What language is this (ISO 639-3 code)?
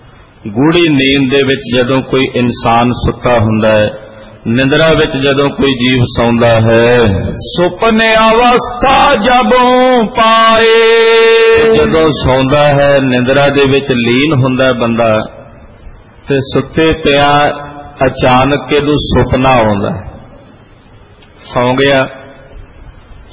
pan